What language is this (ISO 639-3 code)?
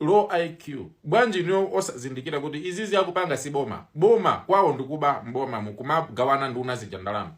nya